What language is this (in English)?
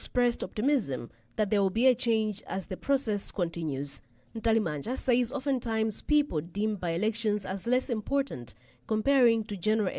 English